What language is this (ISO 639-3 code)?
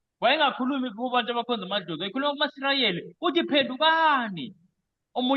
zul